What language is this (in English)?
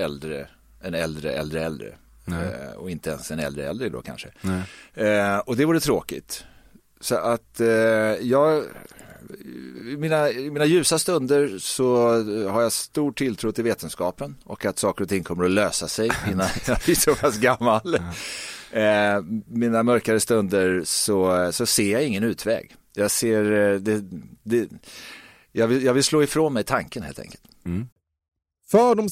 Swedish